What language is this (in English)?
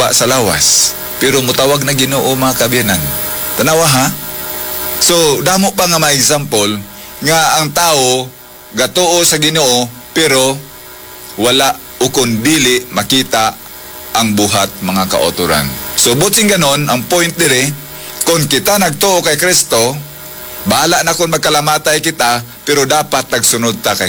Hiligaynon